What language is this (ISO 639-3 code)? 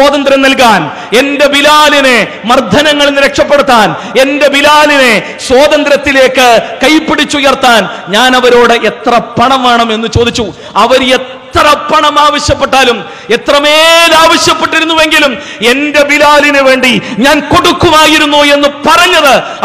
mal